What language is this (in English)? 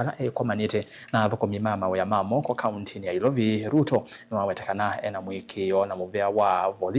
Kamba